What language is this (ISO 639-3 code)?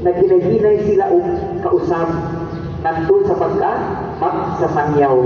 ceb